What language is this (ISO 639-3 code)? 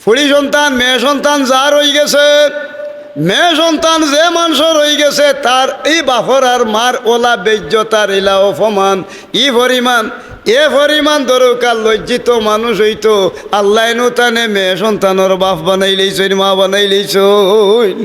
syl